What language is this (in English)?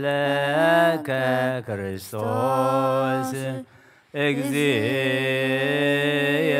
Geez